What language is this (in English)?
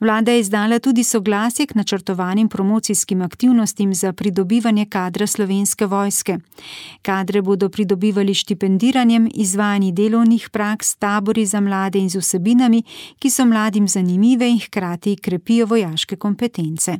Slovenian